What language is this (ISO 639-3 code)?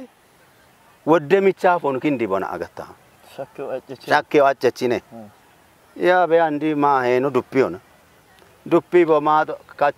kbr